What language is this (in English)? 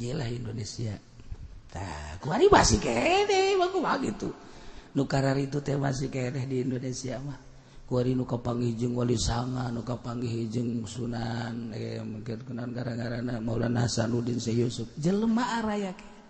Sundanese